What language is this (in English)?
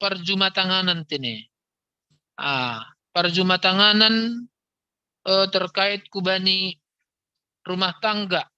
Batak Simalungun